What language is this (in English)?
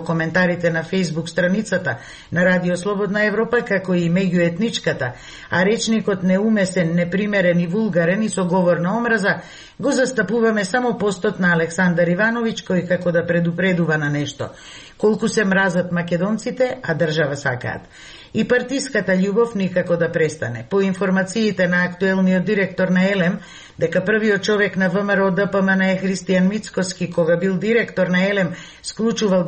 Macedonian